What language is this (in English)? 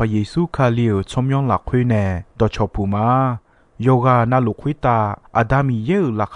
Akha